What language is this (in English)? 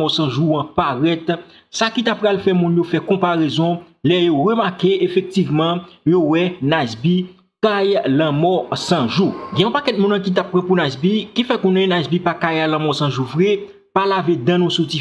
Haitian Creole